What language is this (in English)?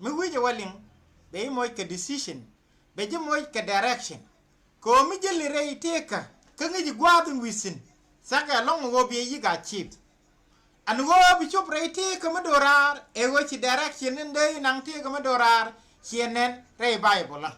Nuer